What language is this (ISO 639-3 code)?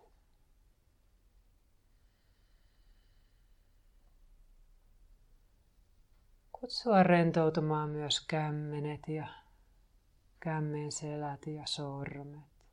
fin